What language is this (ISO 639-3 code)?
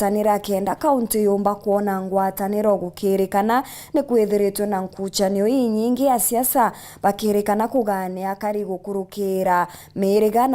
mer